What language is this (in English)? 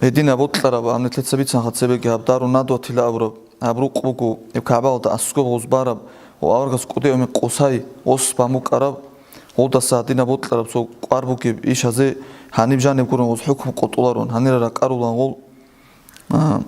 Avaric